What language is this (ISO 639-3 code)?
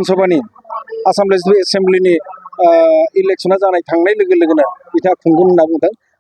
brx